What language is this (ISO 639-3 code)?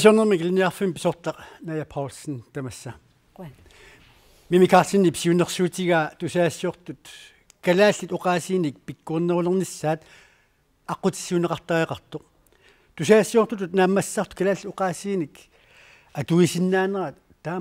kal